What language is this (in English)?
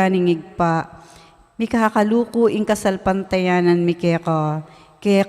Pampanga